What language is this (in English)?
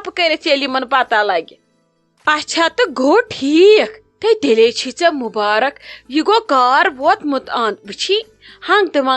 Kashmiri